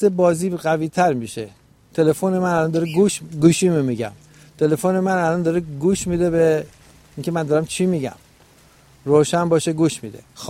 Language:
Persian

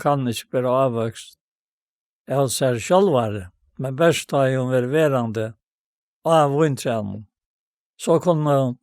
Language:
Faroese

